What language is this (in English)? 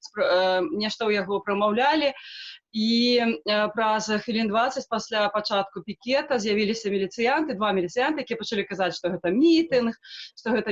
Belarusian